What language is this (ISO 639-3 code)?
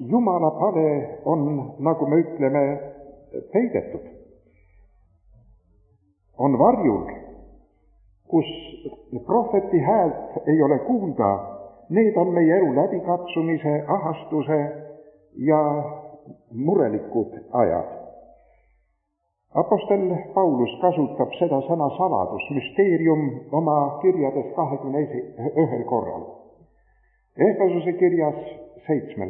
est